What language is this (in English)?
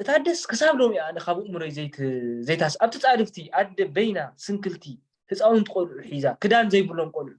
Tigrinya